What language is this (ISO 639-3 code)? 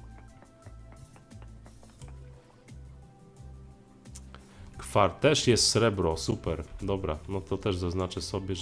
pol